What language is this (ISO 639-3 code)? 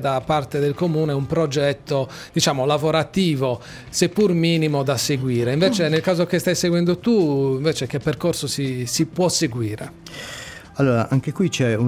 ita